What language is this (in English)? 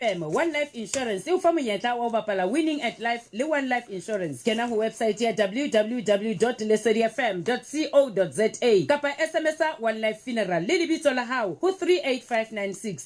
Southern Sotho